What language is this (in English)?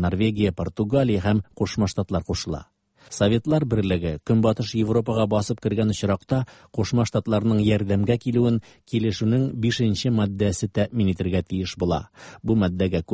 Tatar